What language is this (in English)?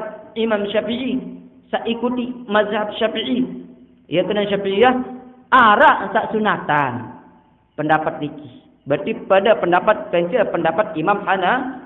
Sasak